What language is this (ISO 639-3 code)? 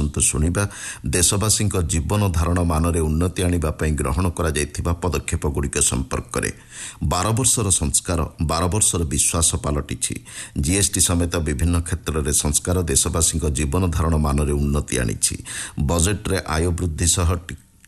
ori